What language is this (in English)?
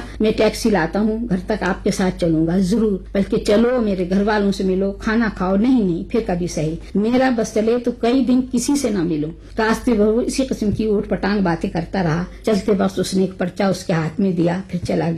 Urdu